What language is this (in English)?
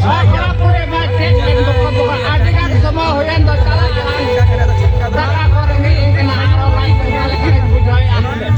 Santali